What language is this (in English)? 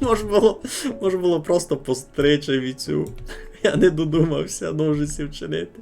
Rusyn